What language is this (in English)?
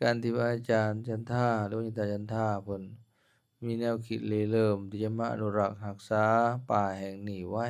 Lao